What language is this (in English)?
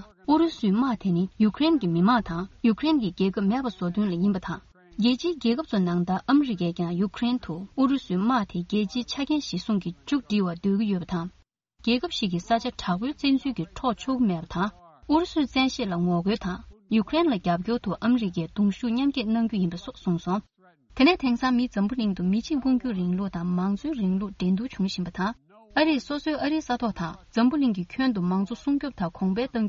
Tibetan